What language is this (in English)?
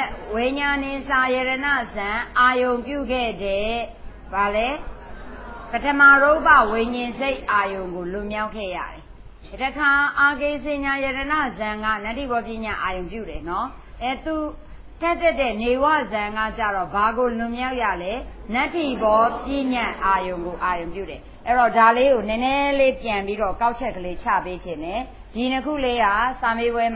Burmese